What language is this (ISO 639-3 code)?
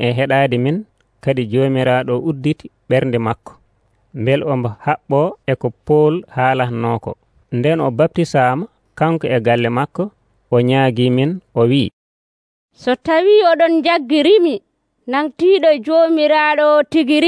fuv